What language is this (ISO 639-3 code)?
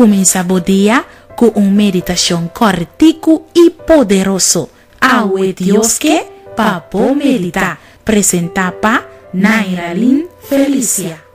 pap